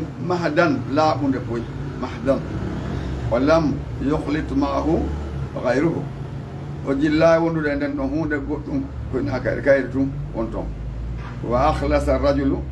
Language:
Fula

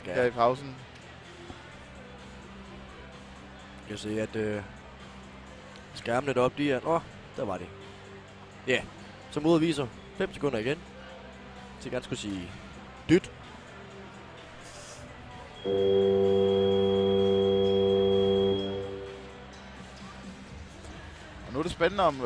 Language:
Danish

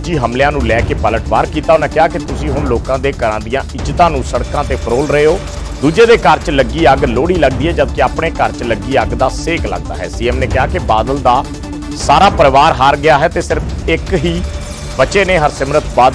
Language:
Punjabi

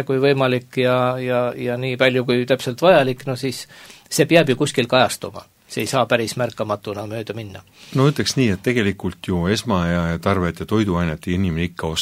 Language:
Estonian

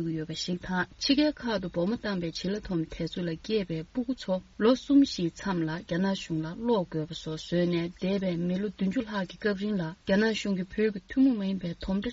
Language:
Tibetan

